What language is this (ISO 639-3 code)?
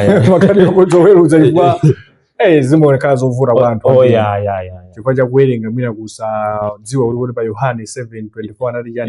nya